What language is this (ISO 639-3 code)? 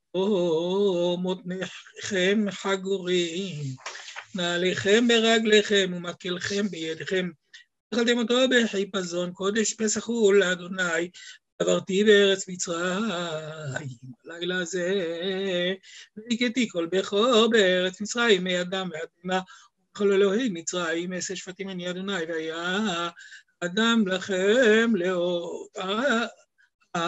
heb